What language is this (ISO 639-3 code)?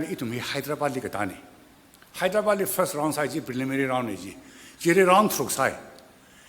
nmf